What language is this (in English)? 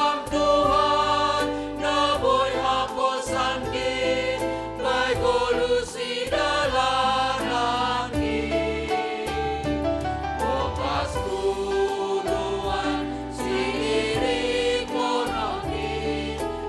Batak Simalungun